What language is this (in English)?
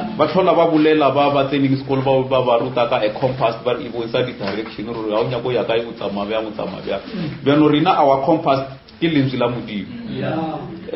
Northern Sotho